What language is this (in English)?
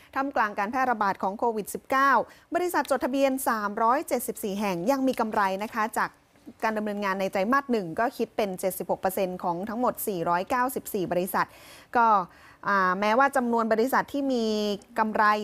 Thai